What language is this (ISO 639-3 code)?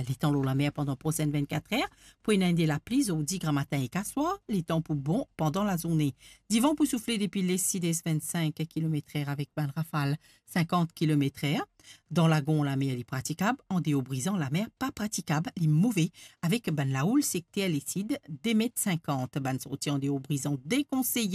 mfe